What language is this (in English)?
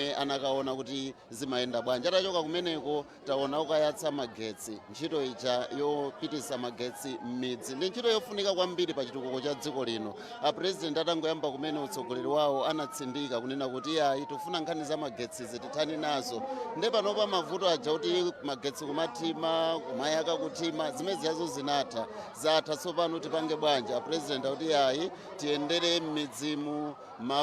Nyanja